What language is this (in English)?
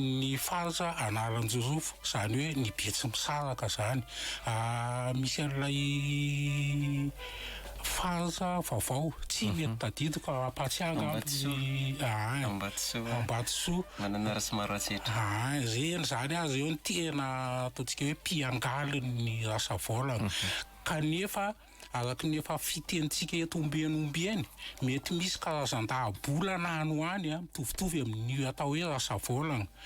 Malagasy